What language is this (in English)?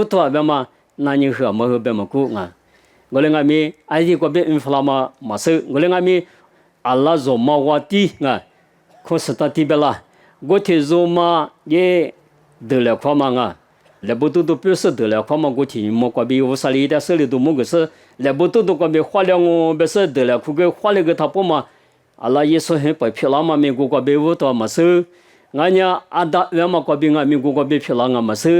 Lisu